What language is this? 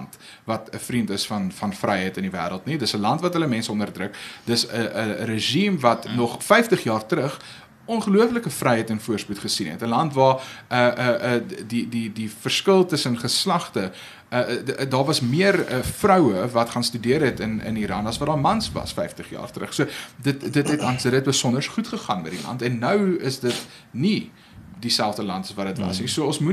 Afrikaans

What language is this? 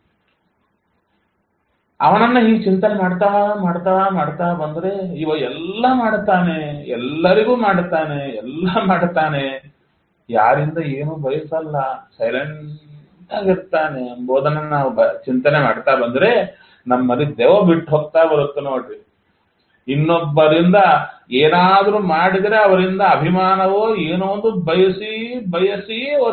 Kannada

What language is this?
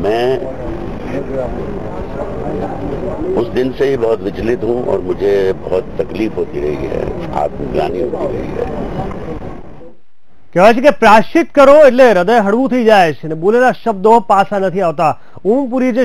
Gujarati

